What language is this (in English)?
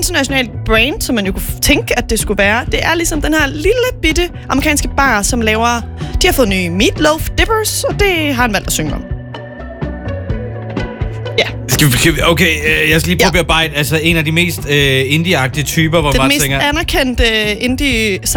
Danish